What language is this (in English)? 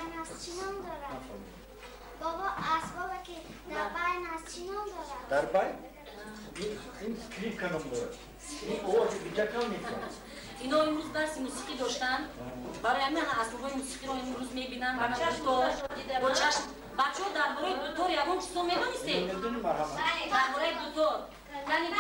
Tajik